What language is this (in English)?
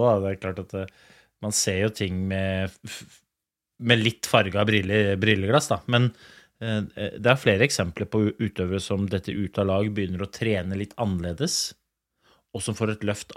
Norwegian